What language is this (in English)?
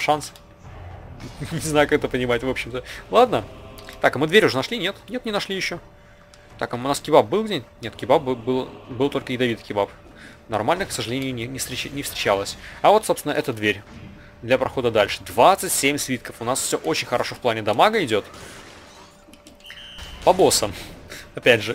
Russian